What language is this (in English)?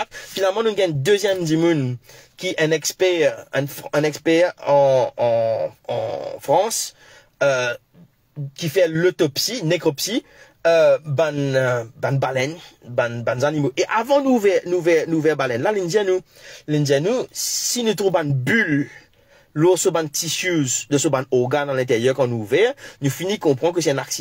Morisyen